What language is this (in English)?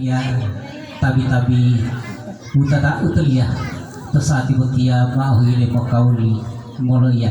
Gorontalo